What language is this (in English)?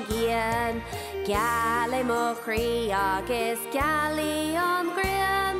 Irish